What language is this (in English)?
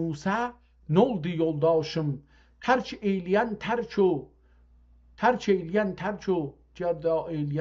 South Azerbaijani